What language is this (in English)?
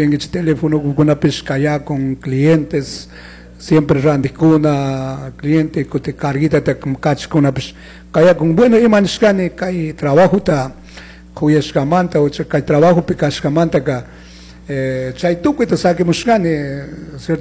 Chimborazo Highland Quichua